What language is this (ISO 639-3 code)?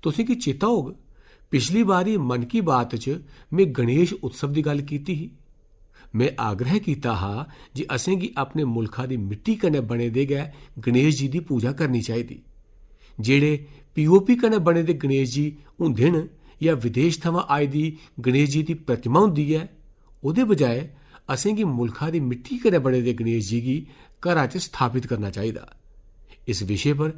doi